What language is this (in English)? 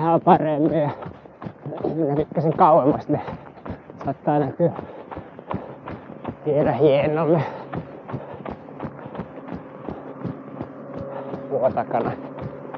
Finnish